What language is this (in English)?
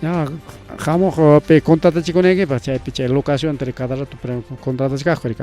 Ayacucho Quechua